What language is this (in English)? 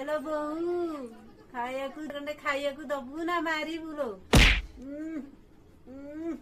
Odia